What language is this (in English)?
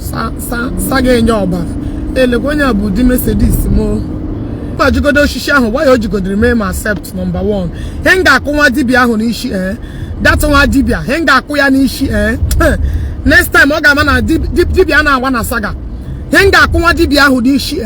Igbo